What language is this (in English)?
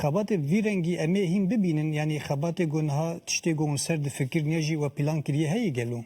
Kurdish